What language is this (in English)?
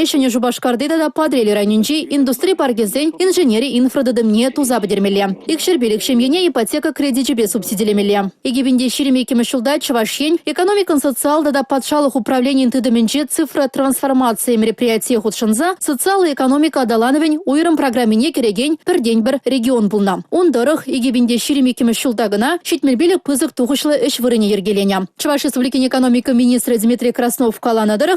Chuvash